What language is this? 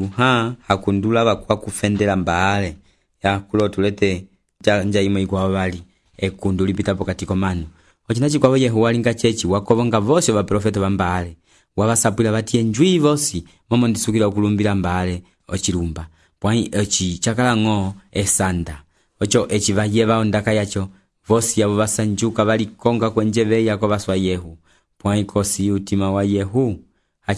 Umbundu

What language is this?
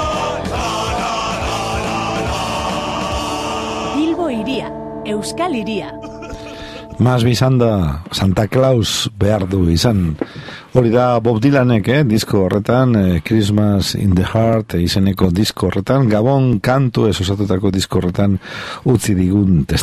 Basque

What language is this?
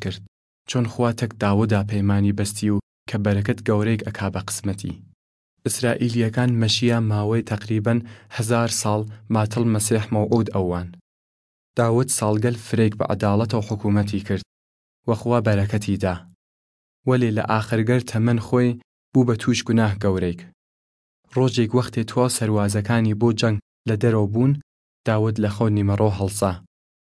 Southern Kurdish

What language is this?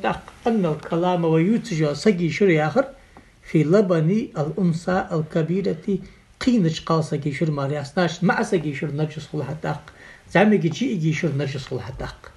Ingush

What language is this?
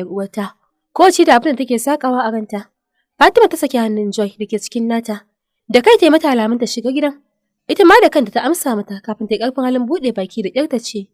Hausa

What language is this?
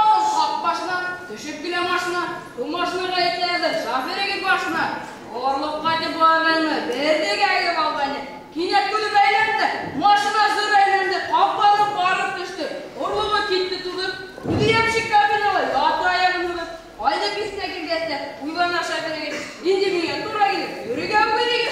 Bashkir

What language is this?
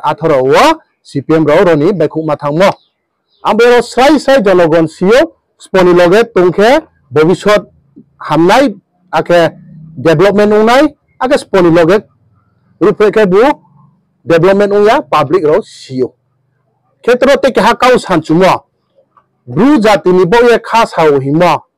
Riang (India)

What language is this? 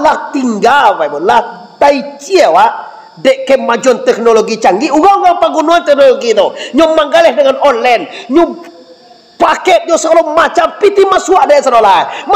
Minangkabau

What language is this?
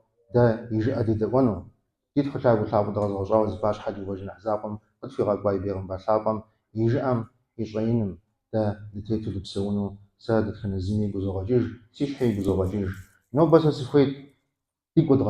Kabardian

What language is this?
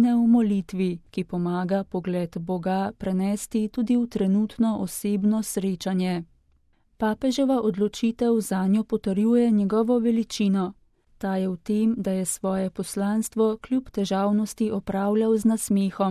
Slovenian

